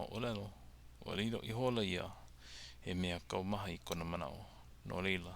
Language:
Hawaiian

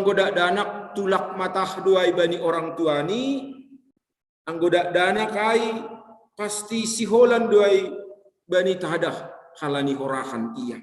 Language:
Batak Simalungun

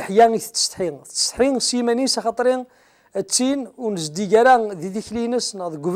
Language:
Kabyle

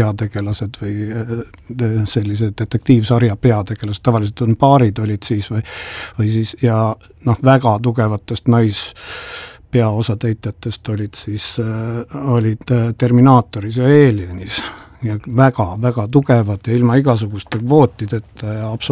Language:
Estonian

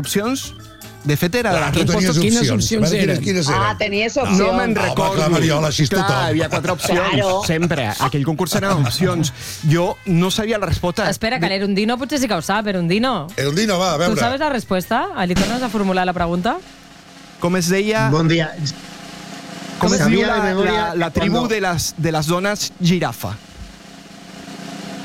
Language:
Catalan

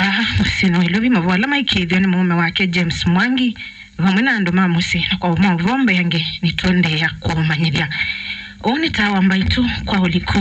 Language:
Kamba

